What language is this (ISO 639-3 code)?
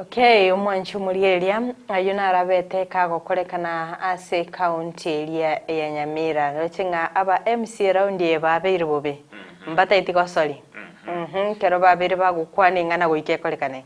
guz